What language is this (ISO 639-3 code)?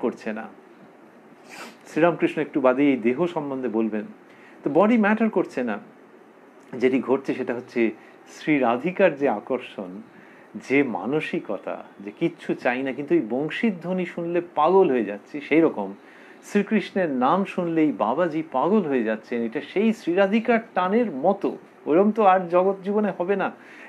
ben